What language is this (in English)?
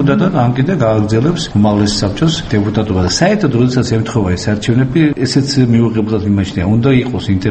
Georgian